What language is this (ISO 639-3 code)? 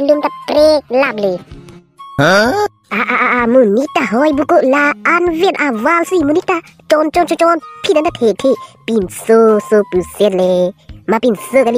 mjw